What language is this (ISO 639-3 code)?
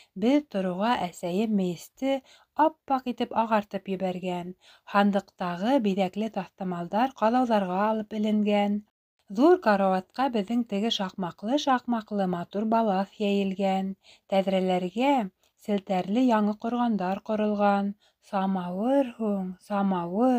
bak